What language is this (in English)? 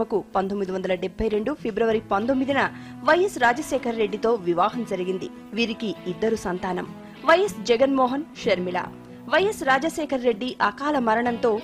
Telugu